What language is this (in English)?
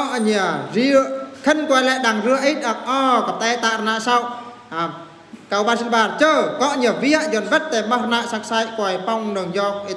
Eastern Bru